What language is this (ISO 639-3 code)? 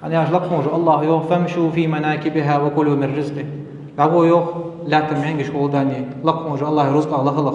inh